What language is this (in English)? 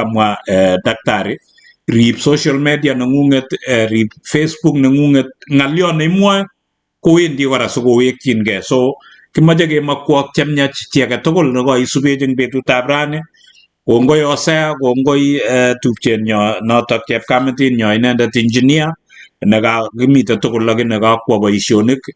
Kalenjin